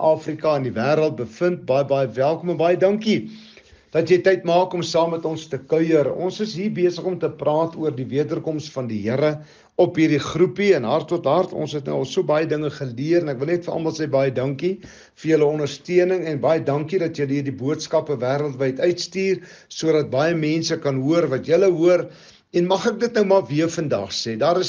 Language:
Afrikaans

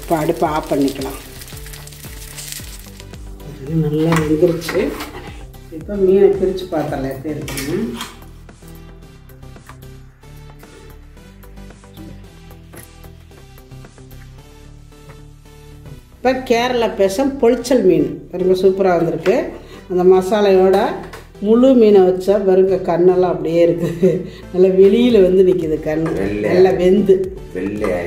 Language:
Tamil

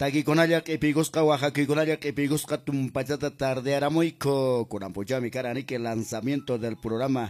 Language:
Quechua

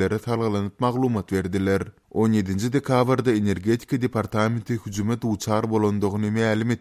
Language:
Turkmen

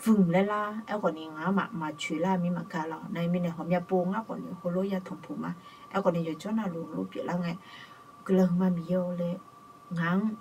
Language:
Akha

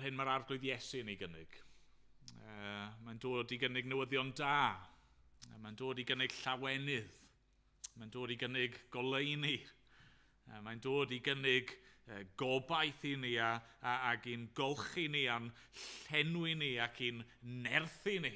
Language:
Welsh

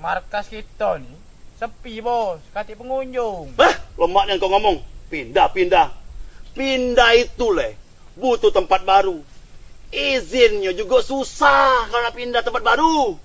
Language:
Musi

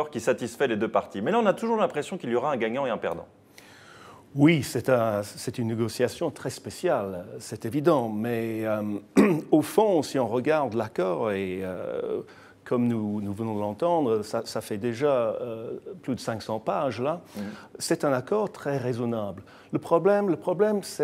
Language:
French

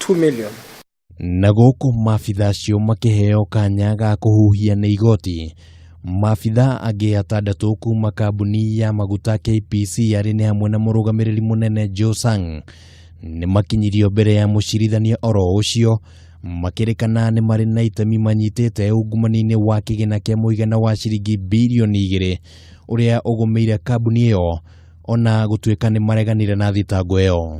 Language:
Kikuyu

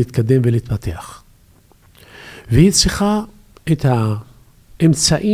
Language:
Hebrew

